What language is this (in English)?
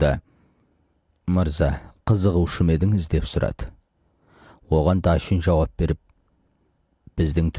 Kazakh